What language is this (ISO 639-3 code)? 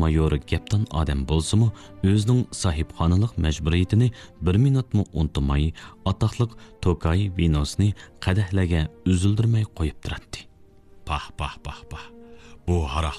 uig